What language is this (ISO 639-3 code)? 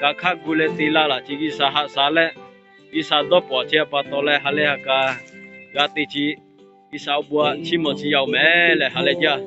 lhu